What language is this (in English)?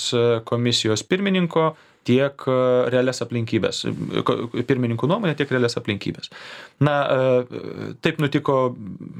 Lithuanian